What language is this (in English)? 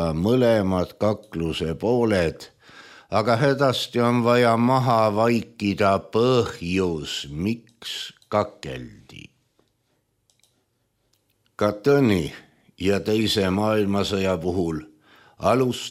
Estonian